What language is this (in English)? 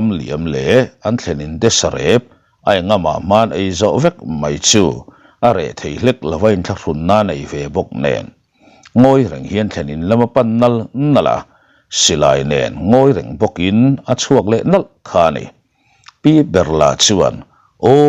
Mizo